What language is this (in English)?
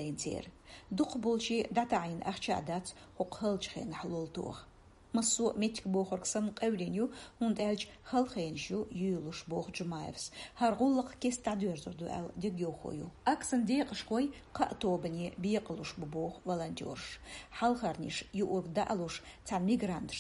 Chechen